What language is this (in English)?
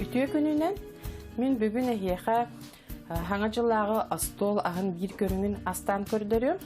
Yakut